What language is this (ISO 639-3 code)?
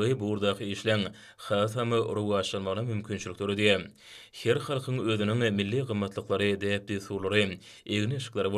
tuk